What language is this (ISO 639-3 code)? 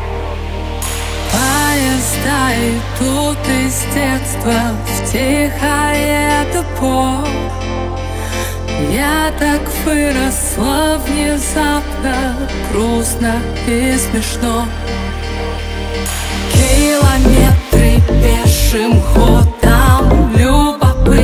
rus